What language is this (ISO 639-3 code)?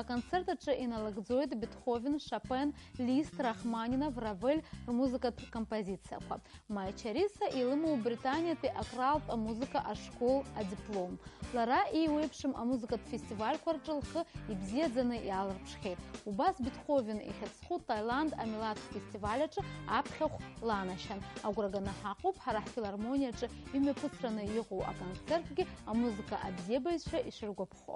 abk